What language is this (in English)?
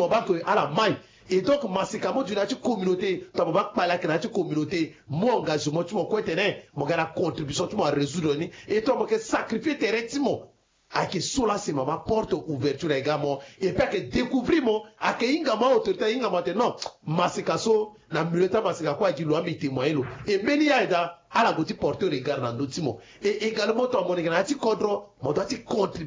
Sango